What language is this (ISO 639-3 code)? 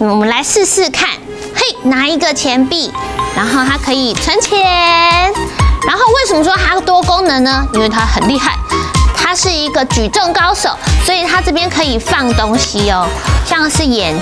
zho